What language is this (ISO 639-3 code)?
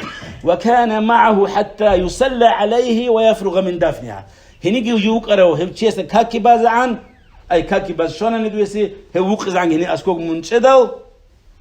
ava